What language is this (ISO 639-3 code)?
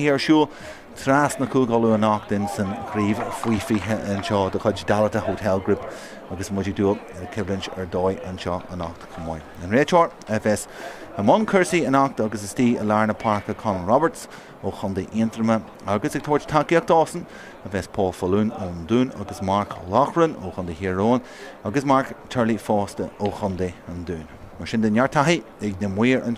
gle